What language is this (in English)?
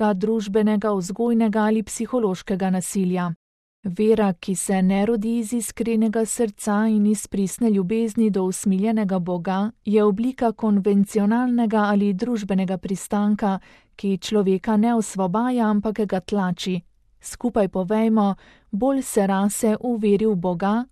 Slovenian